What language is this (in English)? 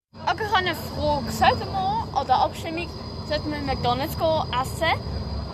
Swiss German